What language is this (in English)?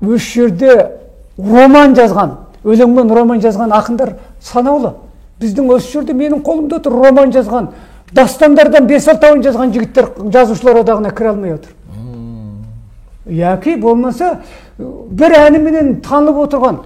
Kazakh